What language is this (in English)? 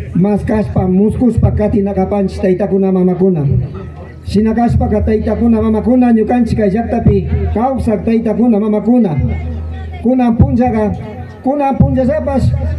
Imbabura Highland Quichua